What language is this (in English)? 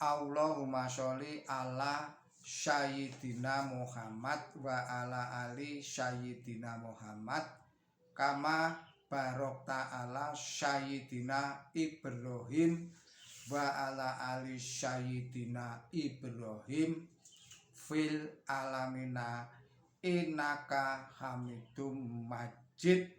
Javanese